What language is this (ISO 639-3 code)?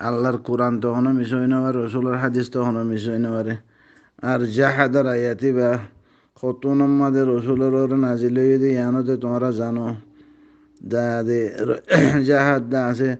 rhg